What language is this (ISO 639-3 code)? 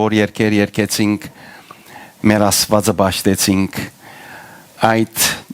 hyw